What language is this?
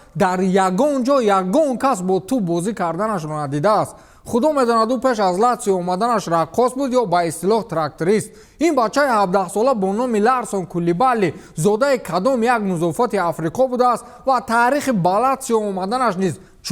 Tajik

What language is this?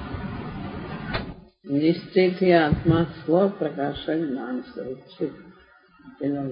Gujarati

